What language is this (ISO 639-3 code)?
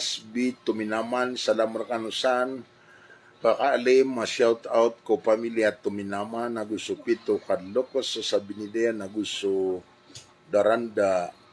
mrw